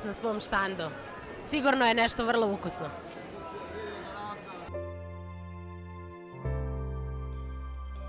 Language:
Serbian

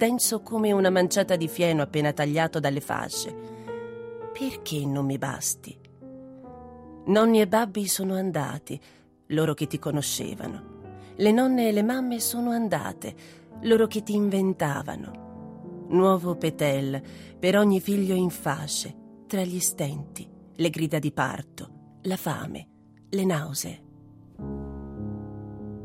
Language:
Italian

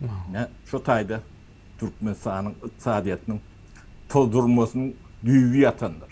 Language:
Turkmen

